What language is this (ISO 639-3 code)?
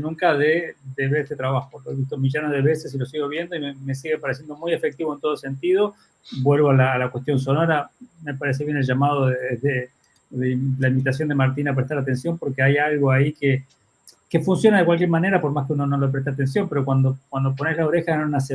lad